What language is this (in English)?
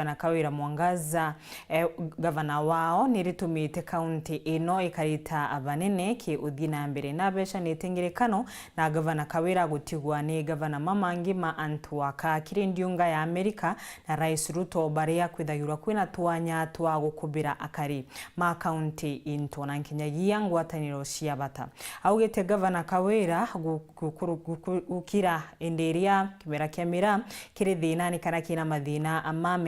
Meru